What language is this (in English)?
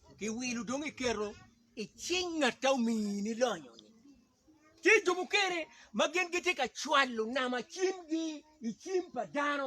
Acoli